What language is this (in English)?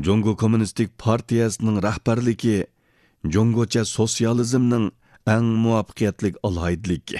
Uyghur